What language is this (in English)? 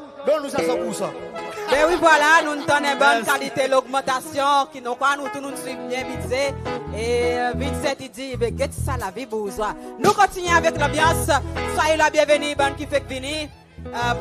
Seselwa Creole French